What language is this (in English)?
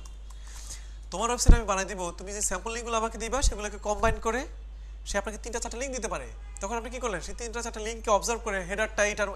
Bangla